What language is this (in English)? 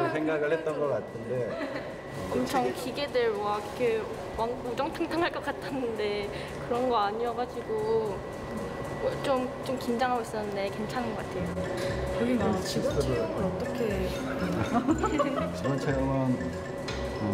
Korean